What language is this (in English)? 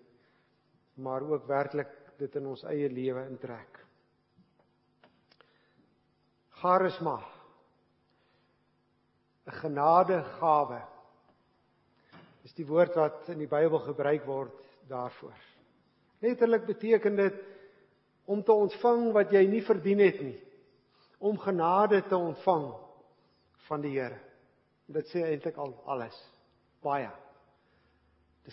Afrikaans